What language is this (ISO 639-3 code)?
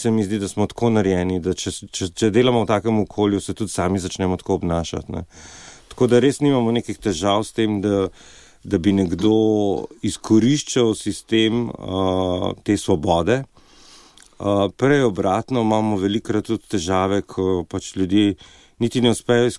slv